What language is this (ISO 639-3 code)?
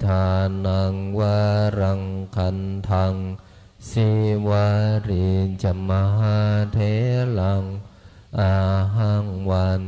pli